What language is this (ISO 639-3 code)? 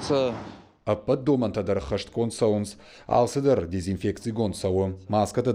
oss